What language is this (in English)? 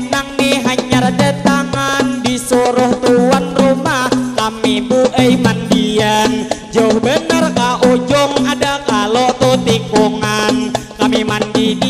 Banjar